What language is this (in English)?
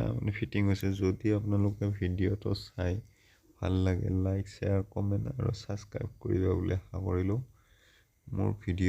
Assamese